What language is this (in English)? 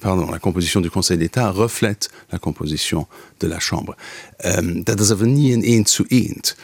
Luxembourgish